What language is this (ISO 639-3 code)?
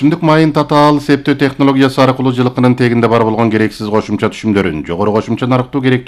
kir